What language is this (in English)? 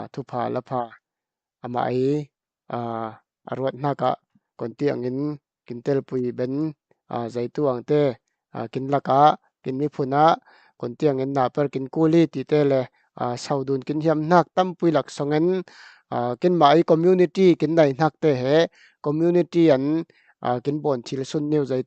Falam Chin